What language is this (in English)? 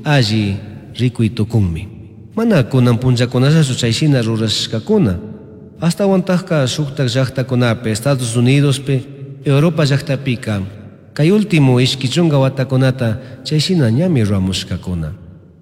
Chimborazo Highland Quichua